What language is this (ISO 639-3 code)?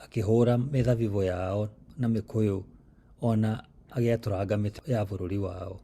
kik